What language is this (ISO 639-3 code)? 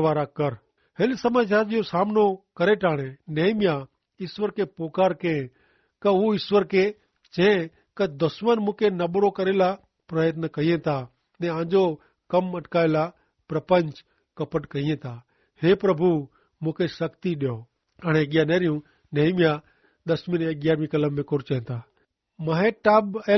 kfr